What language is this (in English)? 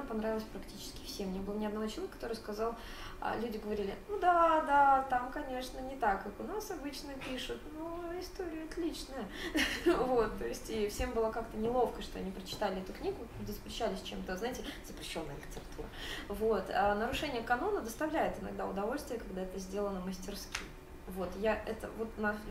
Russian